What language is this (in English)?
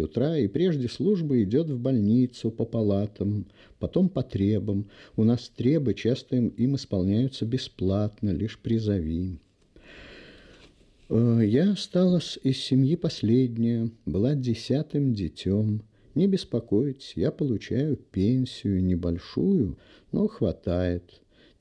Russian